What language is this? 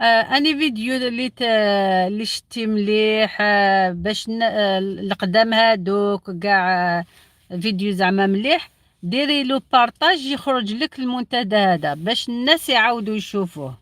Algerian Arabic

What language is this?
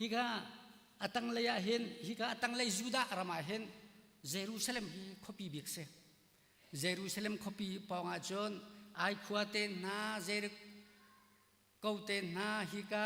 Hakha Chin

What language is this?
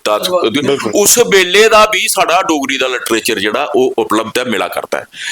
Dogri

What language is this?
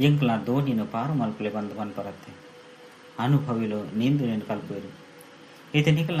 Tulu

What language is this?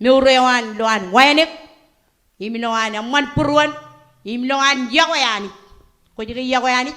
Marshallese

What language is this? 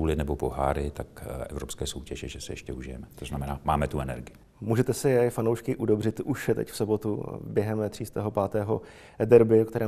Czech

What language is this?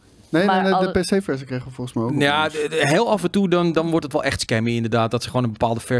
Dutch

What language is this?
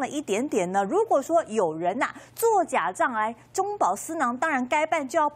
Chinese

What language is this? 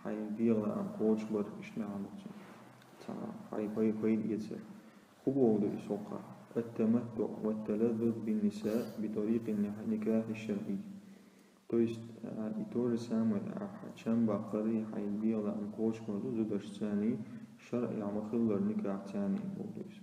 Chechen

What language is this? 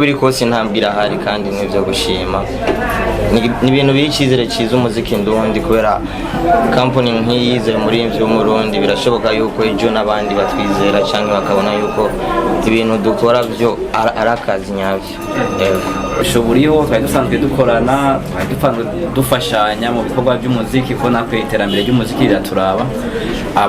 Rundi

